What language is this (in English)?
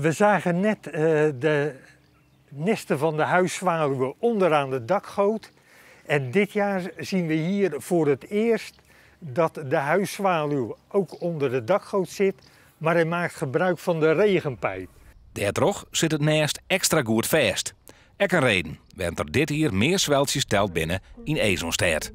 Western Frisian